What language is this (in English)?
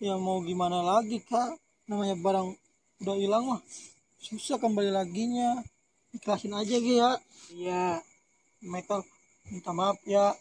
Betawi